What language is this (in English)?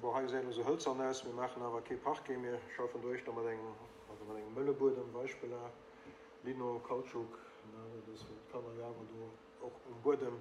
Luxembourgish